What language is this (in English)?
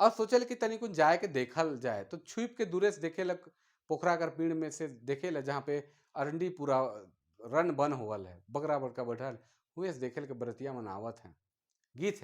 Sadri